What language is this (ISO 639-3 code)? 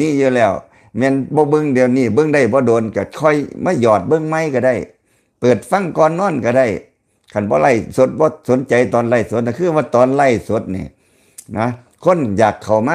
lao